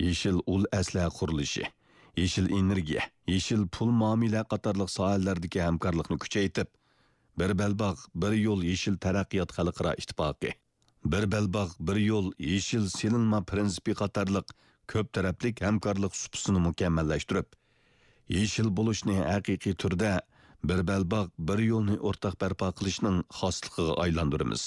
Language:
Uyghur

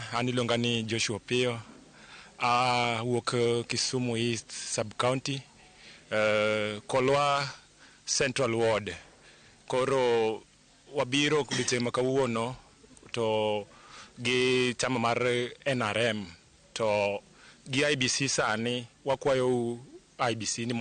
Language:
Luo (Kenya and Tanzania)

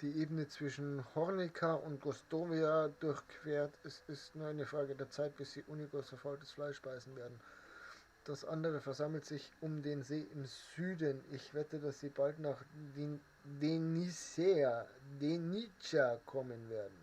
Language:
Bavarian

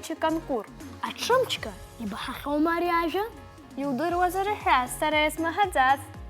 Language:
Abkhazian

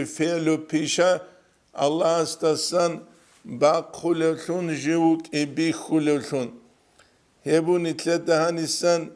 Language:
Avaric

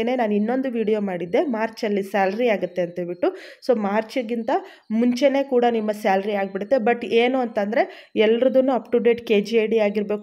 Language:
Kannada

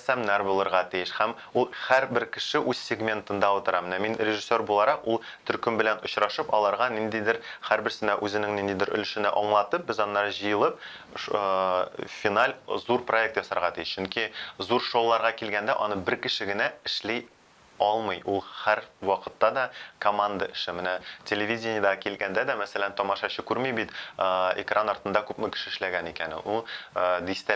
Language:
Tatar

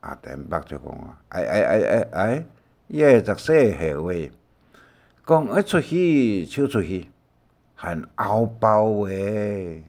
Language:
Hakka Chinese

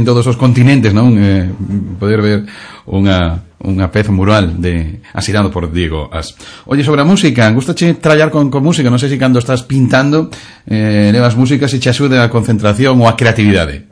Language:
Galician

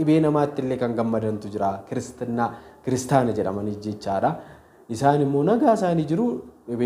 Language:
Oromo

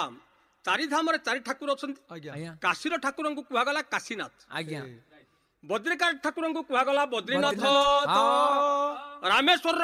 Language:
Odia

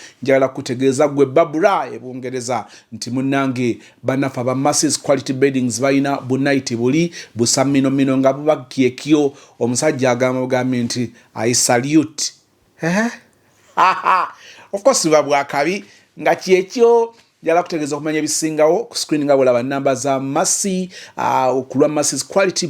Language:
Ganda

